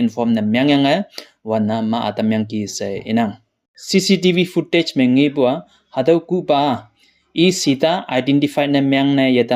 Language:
Konyak Naga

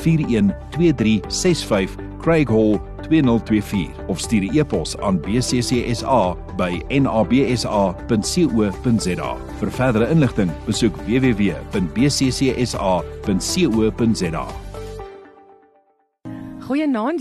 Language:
Afrikaans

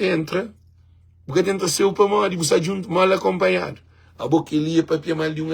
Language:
Kabuverdianu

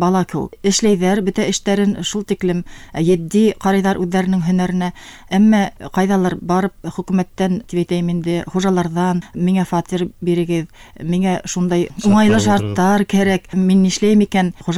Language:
Bashkir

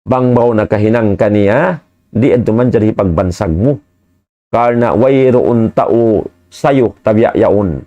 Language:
Tausug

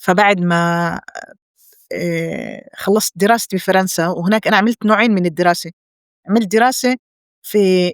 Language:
North Levantine Arabic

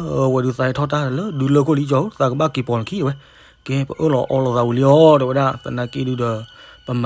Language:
S'gaw Karen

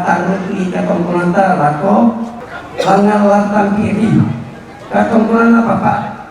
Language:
Toraja-Sa'dan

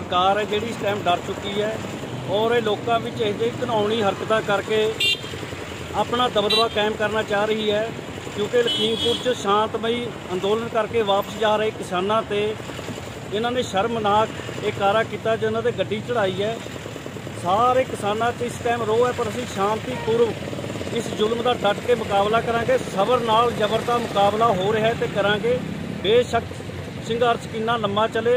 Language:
Punjabi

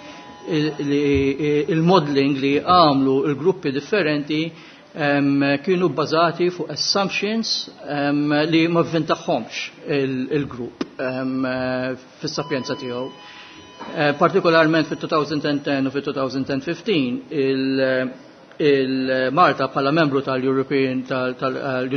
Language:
Maltese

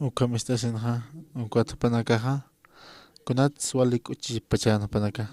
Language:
Aymara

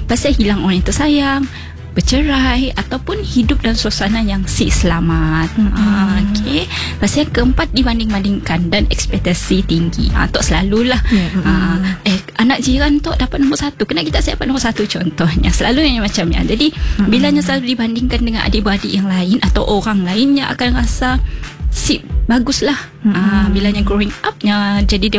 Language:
Malay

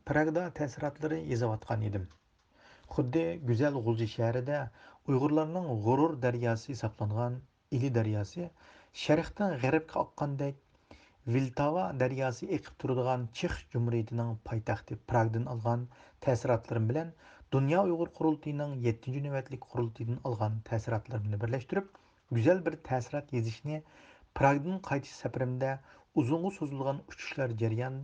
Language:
Uyghur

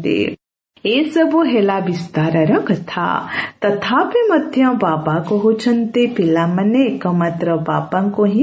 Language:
Odia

